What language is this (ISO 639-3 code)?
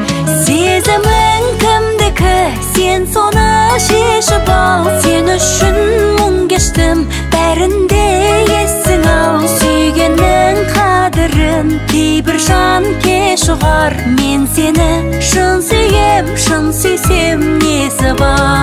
kaz